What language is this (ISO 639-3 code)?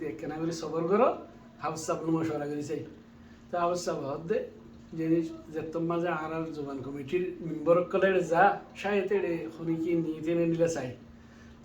rhg